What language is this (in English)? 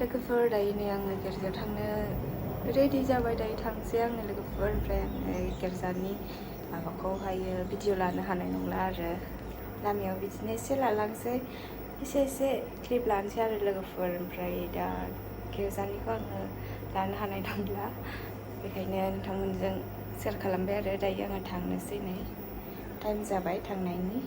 Bodo